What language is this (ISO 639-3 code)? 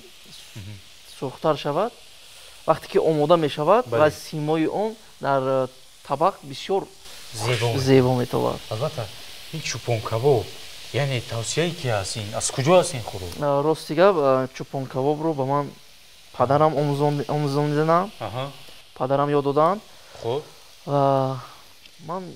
tgk